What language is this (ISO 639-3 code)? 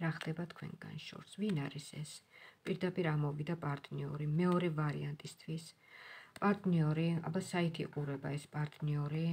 kat